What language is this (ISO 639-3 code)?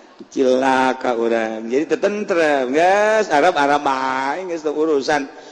sun